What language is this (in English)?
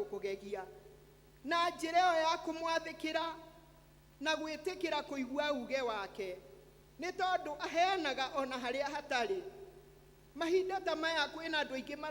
Kikuyu